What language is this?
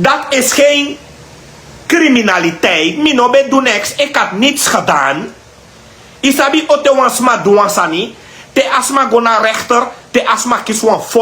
Sranan Tongo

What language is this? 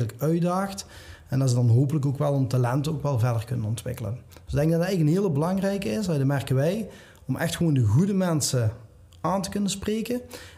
Dutch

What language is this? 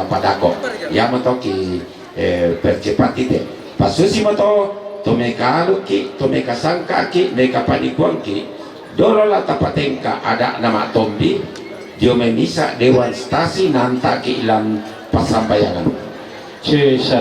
Toraja-Sa'dan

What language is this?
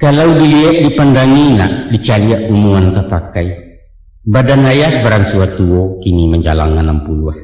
Minangkabau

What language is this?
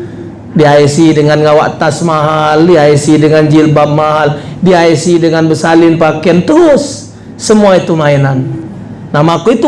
Musi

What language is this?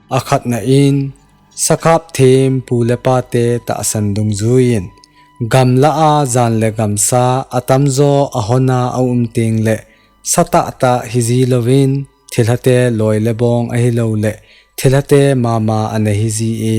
Thado Chin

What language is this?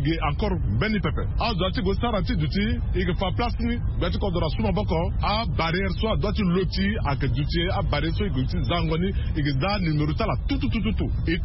Sango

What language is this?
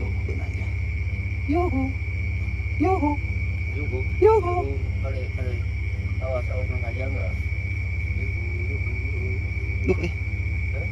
Sundanese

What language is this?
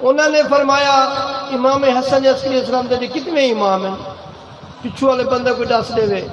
Saraiki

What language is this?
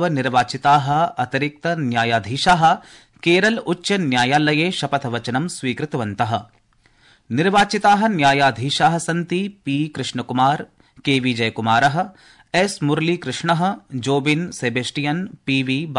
Sanskrit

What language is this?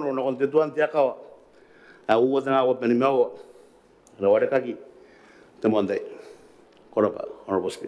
Gilbertese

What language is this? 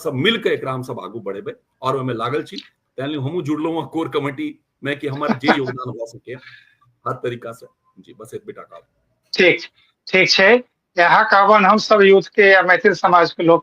Maithili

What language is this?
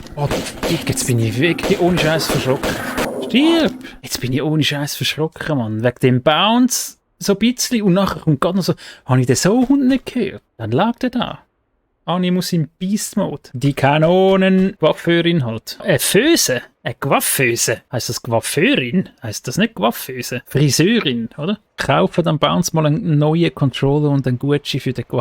Swiss German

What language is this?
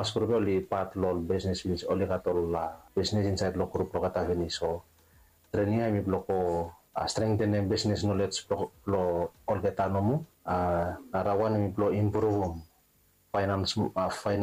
Bislama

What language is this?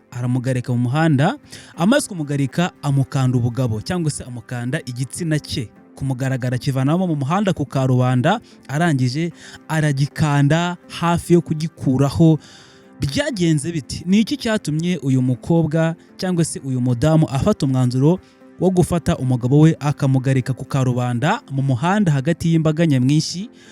Kinyarwanda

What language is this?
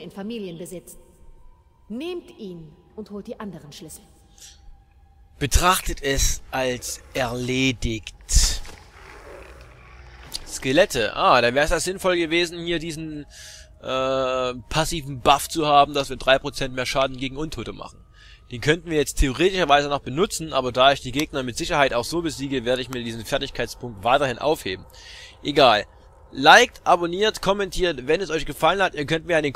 German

